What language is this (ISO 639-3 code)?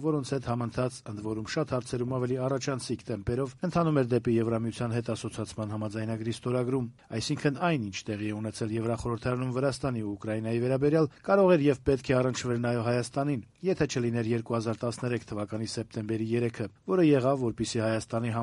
hye